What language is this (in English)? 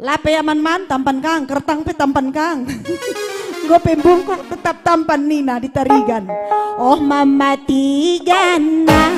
Batak Karo